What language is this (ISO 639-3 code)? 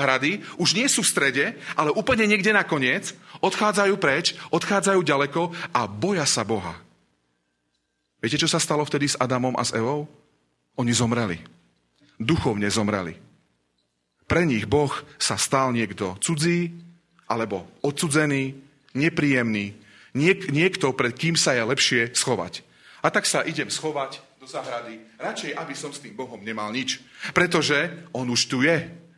slk